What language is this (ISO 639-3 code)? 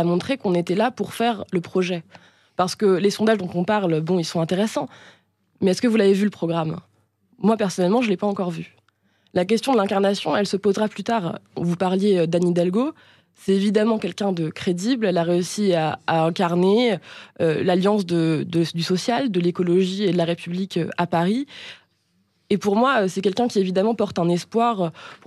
fra